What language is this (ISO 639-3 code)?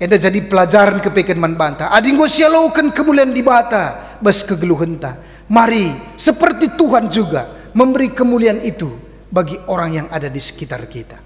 btx